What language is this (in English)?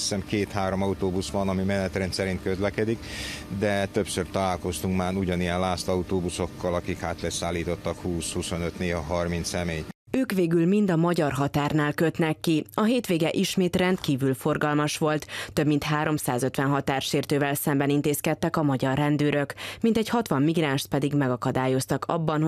Hungarian